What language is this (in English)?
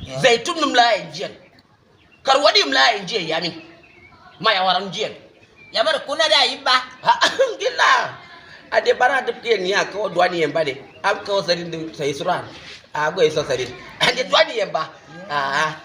Hausa